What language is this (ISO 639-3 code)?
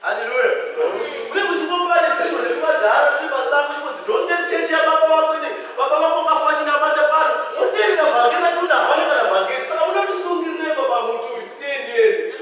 sna